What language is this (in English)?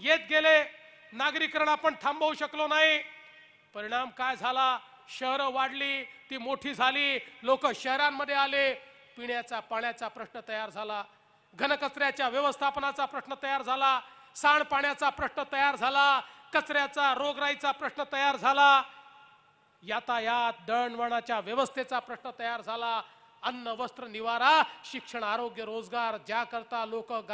Marathi